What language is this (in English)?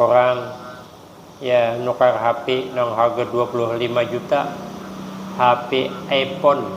Banjar